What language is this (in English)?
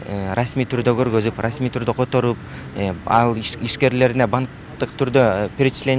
Kyrgyz